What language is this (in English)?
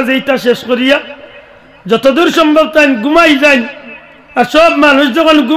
Sylheti